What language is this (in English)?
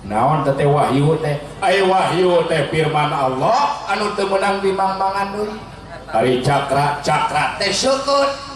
Sundanese